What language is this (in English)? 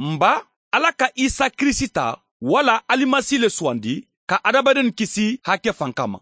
Mandingo